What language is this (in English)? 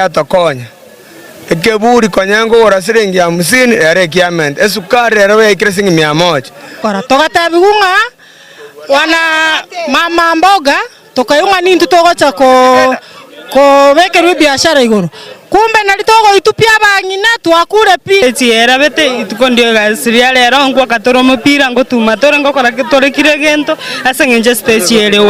Gusii